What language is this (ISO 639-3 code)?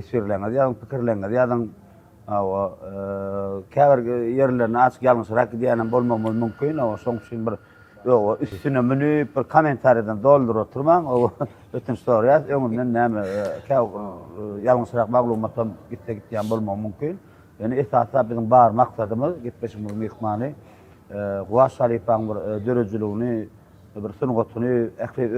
tuk